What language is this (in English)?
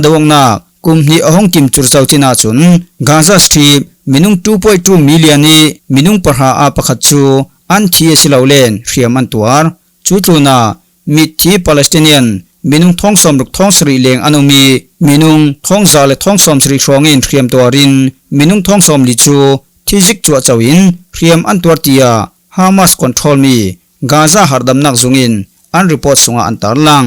Falam Chin